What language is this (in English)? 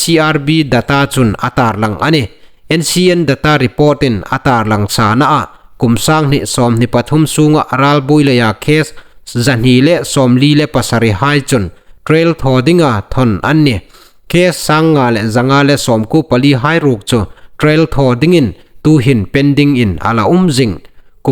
Hmar